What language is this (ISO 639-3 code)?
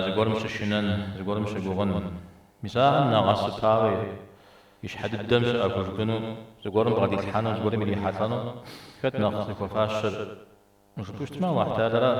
kbd